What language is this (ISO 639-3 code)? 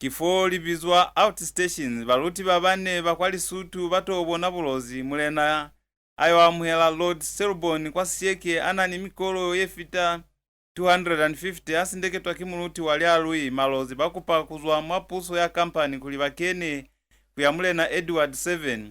loz